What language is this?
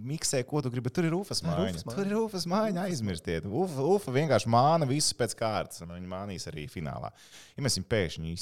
Latvian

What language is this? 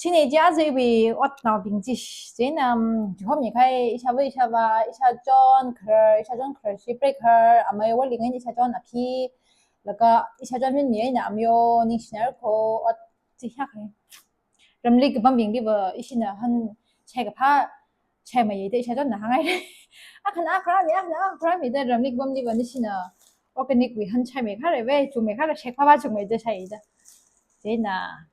Tangkhul Naga (India)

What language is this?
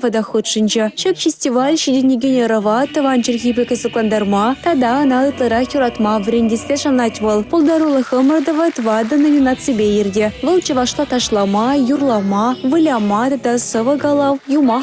Chuvash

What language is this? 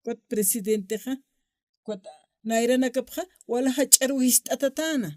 Aymara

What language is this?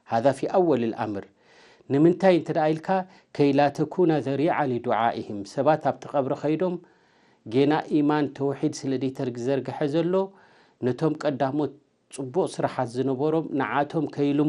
Tigrinya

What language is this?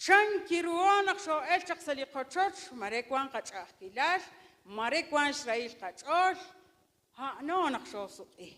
Kekchí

